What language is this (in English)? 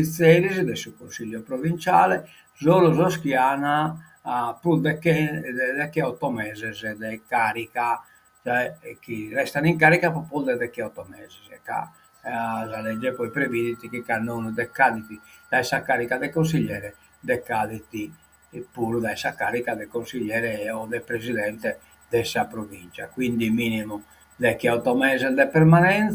Sardinian